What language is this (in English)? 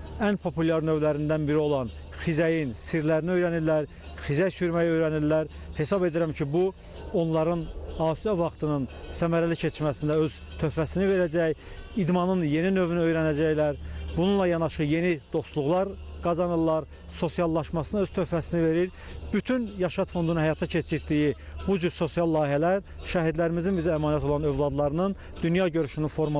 Azerbaijani